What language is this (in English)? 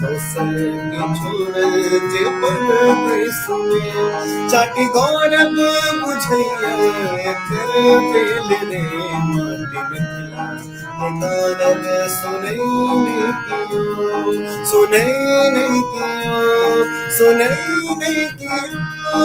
Maithili